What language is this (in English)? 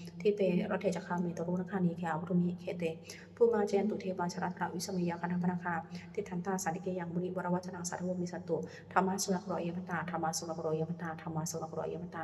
Pali